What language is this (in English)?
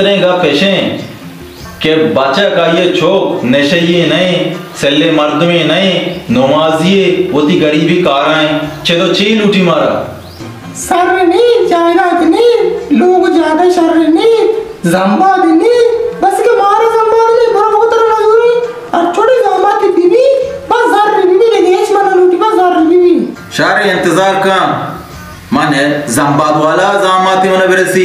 Baluchi